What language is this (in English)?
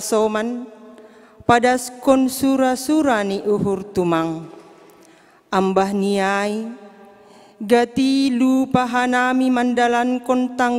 Batak Simalungun